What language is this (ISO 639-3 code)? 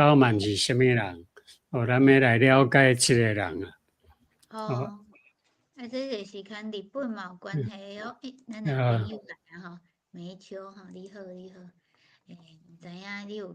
nan